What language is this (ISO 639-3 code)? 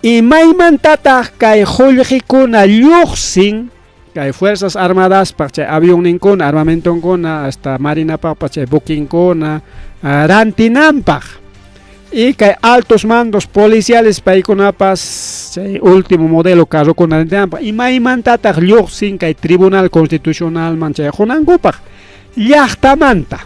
quy